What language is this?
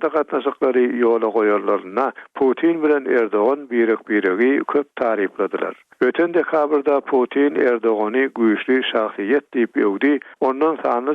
Turkmen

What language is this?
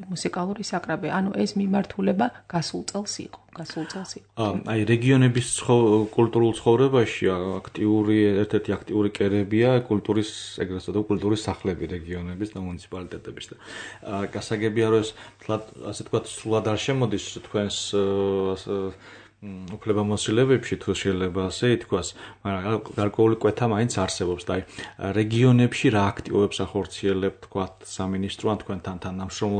Georgian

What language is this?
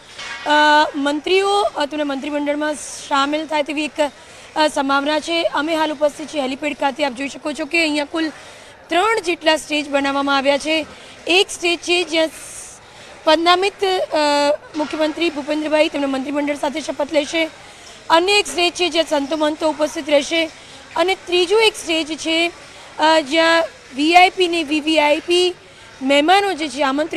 Gujarati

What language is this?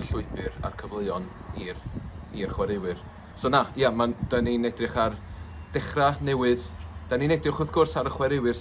Welsh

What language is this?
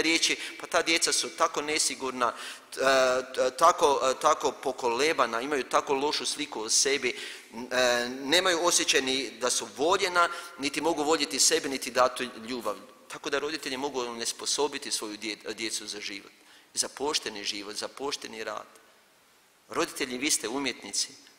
Croatian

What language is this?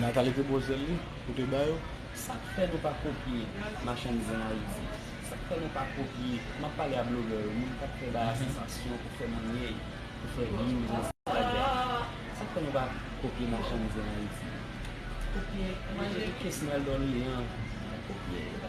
Haitian Creole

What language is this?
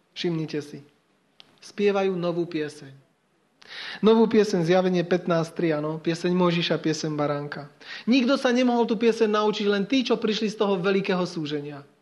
Slovak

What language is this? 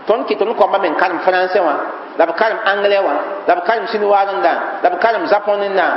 Mossi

